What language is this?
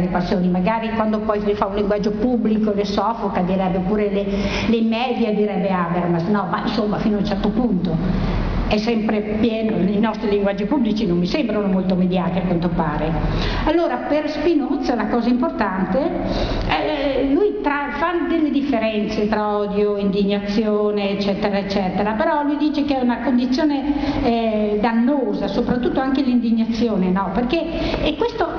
Italian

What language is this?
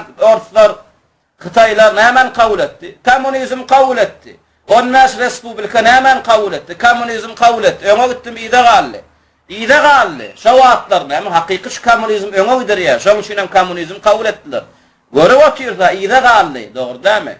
Turkmen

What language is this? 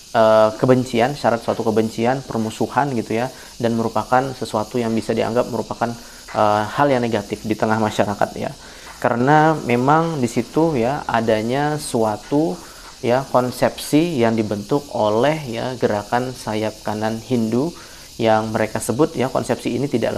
Indonesian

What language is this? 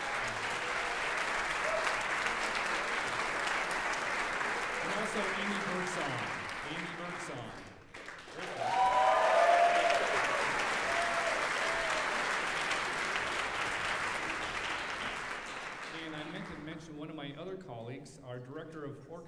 English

